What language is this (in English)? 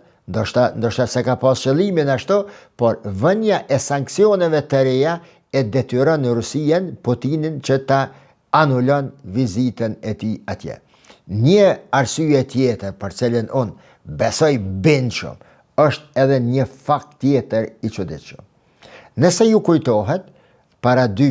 Albanian